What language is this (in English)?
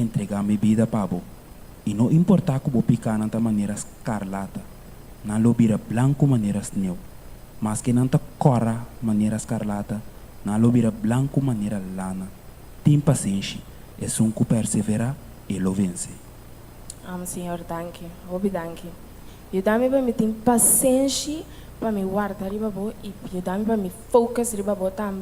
Papiamento